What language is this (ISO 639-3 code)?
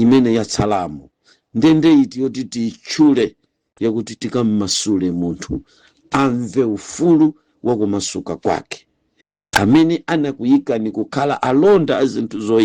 nya